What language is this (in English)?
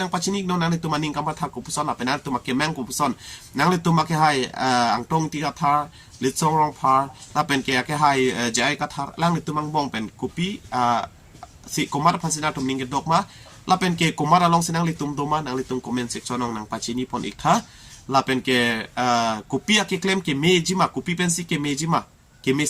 Karbi